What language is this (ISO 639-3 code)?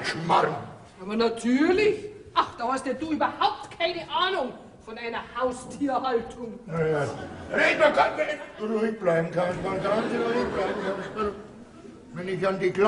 bar